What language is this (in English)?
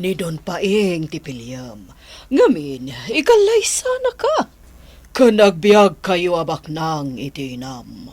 Iloko